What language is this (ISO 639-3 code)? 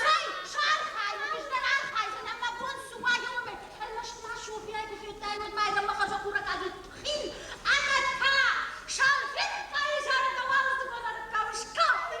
oss